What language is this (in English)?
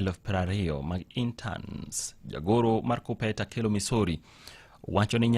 Luo (Kenya and Tanzania)